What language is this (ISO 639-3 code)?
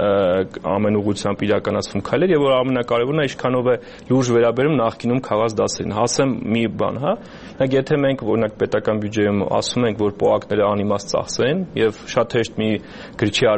hye